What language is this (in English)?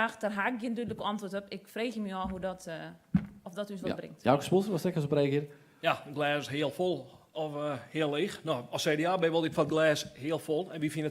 Western Frisian